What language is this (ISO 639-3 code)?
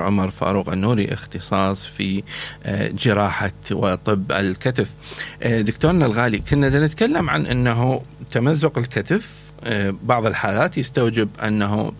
acm